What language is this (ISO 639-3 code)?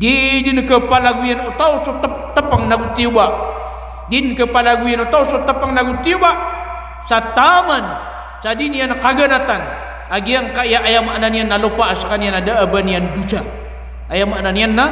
mrw